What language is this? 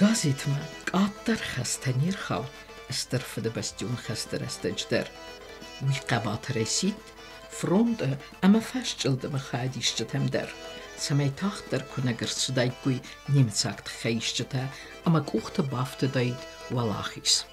Ossetic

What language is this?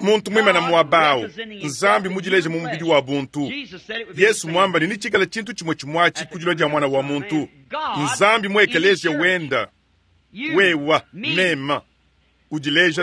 Luba-Lulua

